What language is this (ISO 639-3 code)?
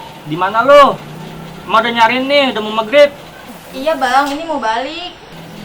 bew